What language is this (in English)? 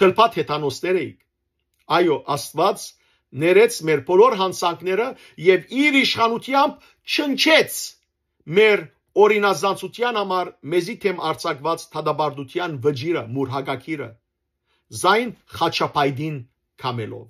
Western Armenian